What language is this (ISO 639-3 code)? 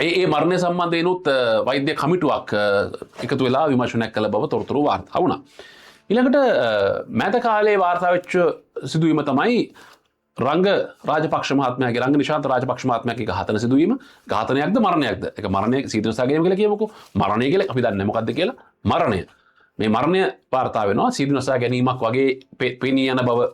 sin